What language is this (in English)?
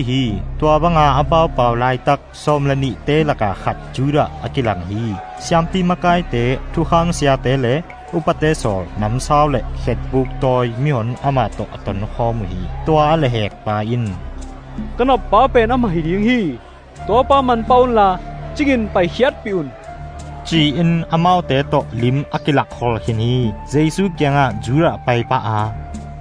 Tedim Chin